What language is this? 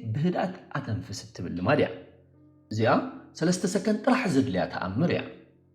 Tigrinya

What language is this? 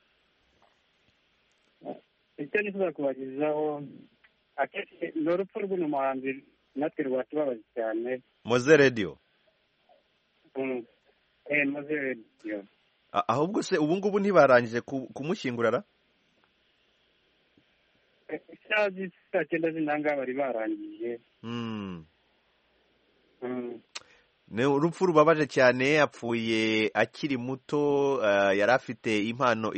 Kinyarwanda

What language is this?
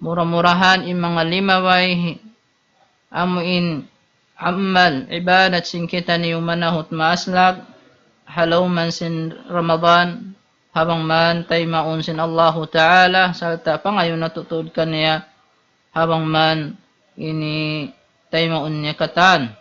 Tausug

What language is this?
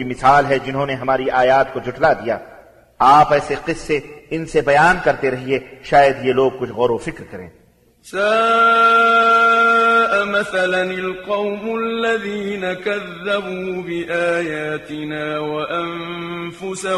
Urdu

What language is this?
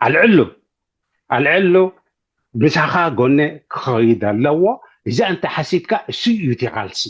Tigrinya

